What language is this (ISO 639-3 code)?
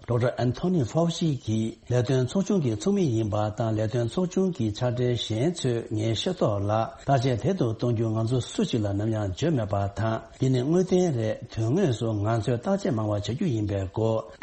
bod